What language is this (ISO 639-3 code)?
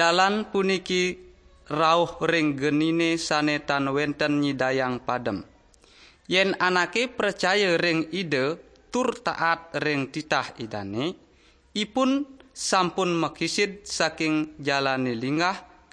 ban